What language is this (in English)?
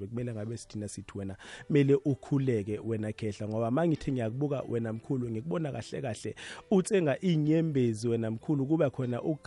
South Ndebele